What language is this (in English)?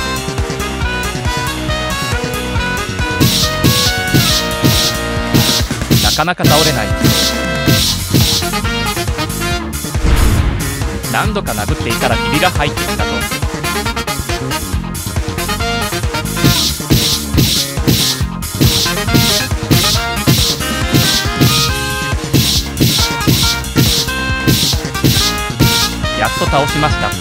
Japanese